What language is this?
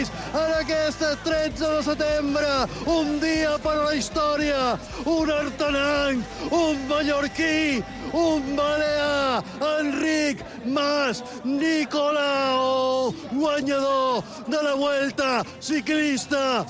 Catalan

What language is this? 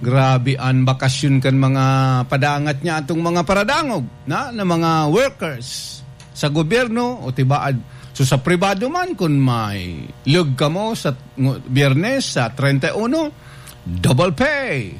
Bikol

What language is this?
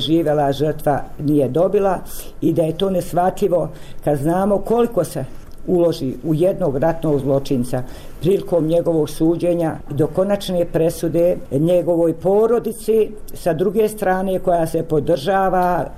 Croatian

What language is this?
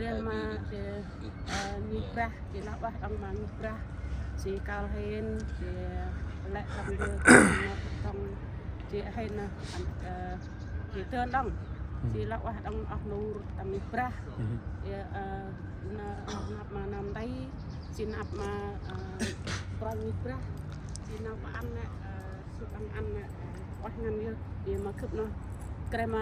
Central Mnong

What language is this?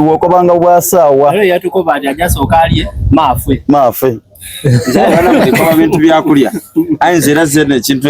Soga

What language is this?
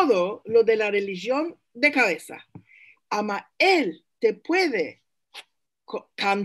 Ladino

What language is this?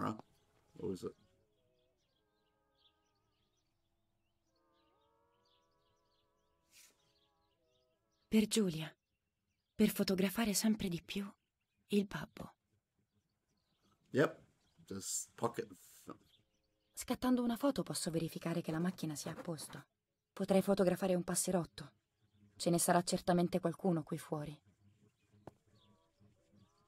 Italian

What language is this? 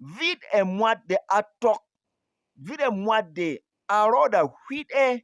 Berom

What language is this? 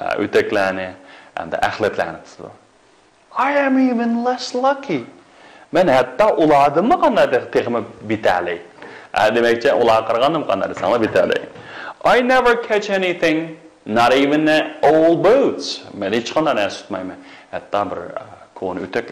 Uyghur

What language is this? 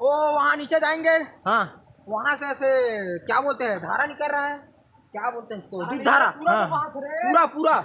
Chhattisgarhi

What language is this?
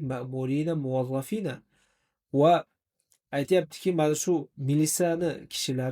Uzbek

